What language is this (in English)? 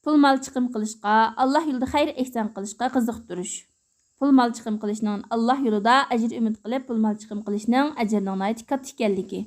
Uyghur